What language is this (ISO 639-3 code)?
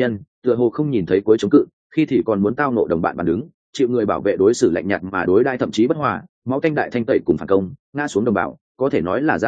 vie